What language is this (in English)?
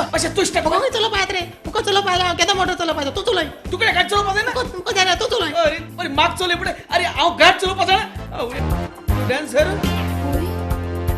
Konkani